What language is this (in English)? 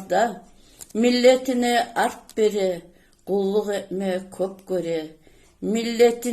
Kumyk